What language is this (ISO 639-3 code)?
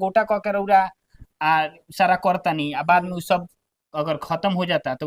bho